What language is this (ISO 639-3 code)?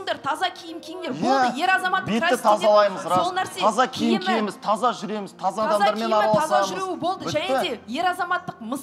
kaz